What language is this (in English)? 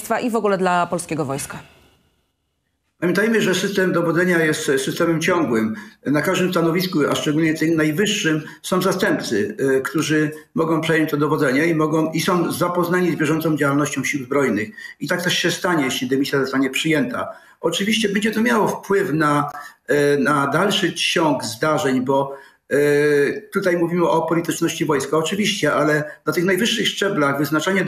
Polish